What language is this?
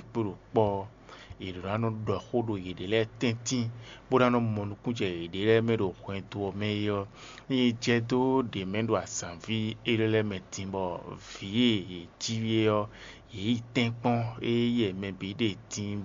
Fon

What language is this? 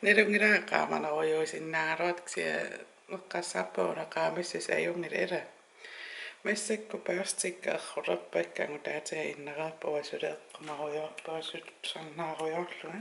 Kalaallisut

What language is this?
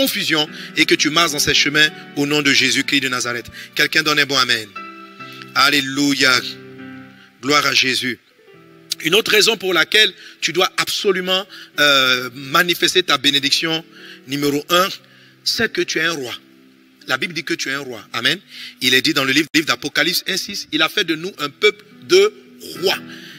French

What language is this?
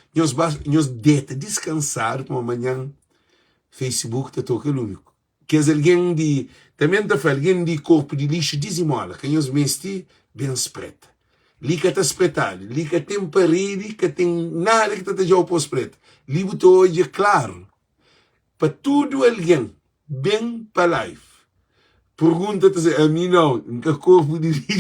Kabuverdianu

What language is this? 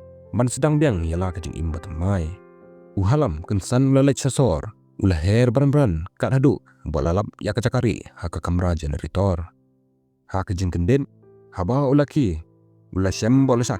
Khasi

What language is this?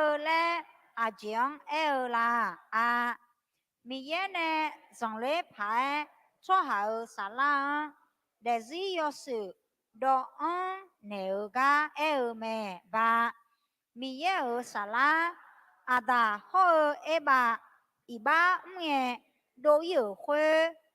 Akha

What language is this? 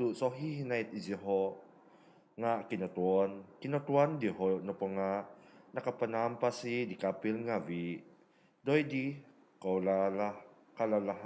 Central Dusun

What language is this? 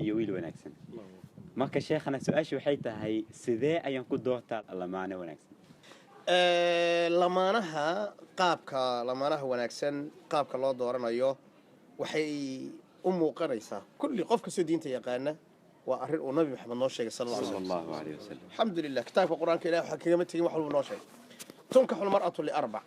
Somali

